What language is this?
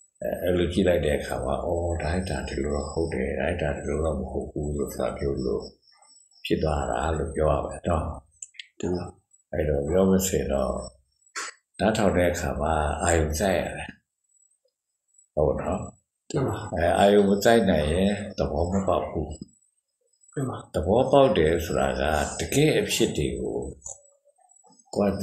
Burmese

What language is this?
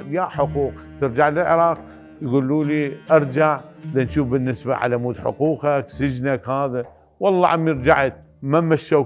Mesopotamian Arabic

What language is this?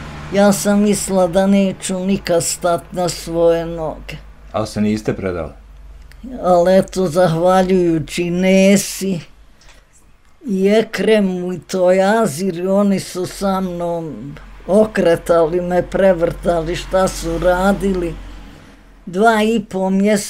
Bosnian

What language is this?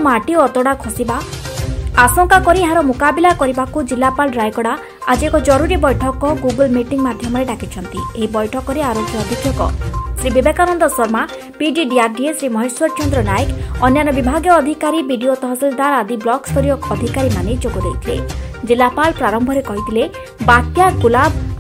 Odia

